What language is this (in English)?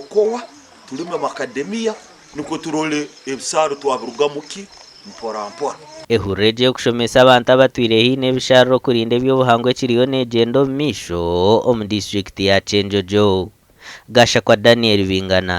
Nyankole